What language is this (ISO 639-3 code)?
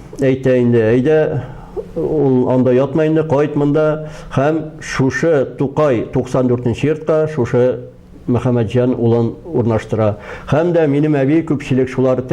tat